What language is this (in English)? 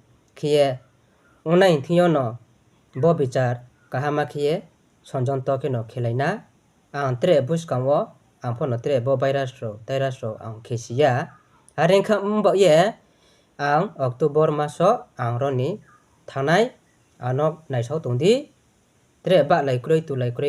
Riang (India)